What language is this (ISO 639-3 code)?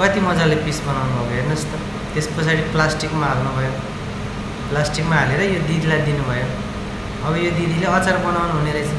nep